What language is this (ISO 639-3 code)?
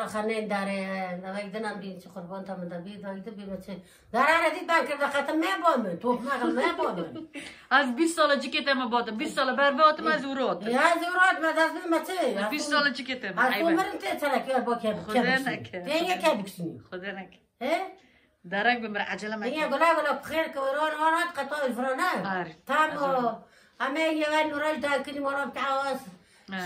kur